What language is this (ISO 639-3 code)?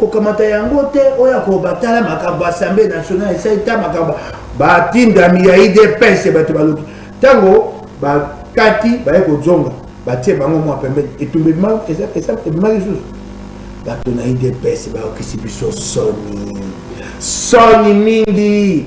lin